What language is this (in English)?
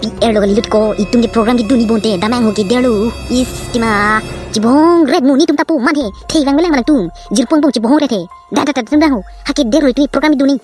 Karbi